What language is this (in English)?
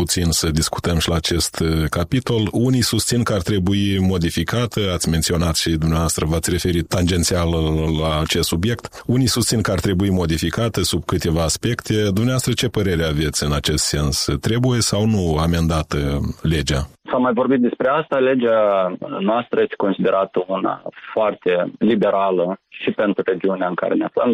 Romanian